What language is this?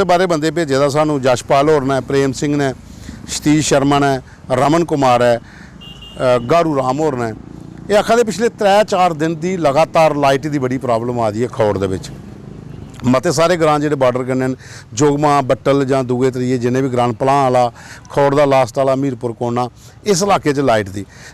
Dogri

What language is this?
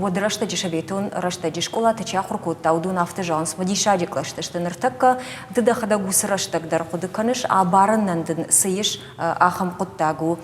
Ossetic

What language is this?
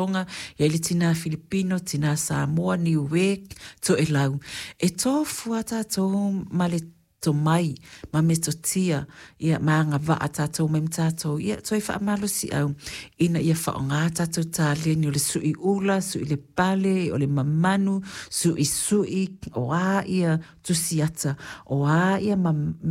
Samoan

